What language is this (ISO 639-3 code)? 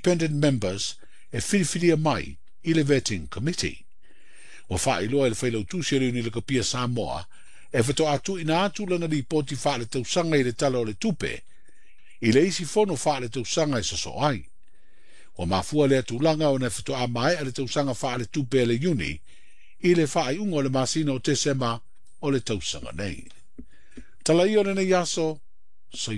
smo